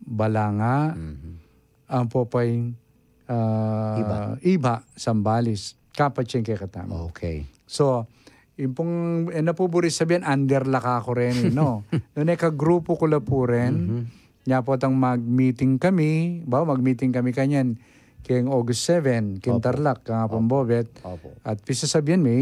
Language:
Pampanga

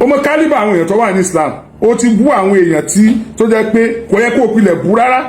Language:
Yoruba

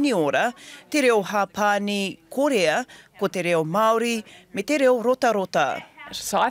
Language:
Māori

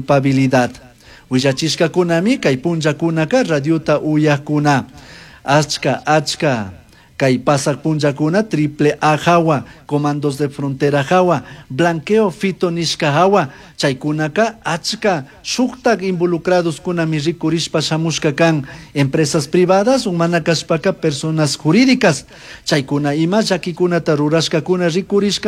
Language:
Chimborazo Highland Quichua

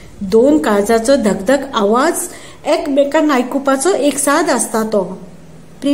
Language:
Konkani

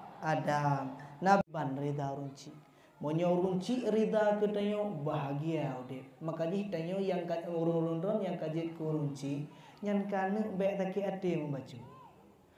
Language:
Achinese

